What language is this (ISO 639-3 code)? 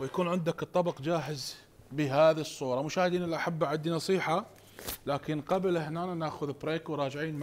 acm